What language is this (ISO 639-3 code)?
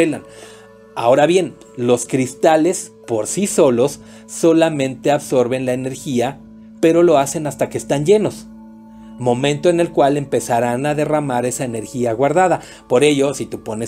spa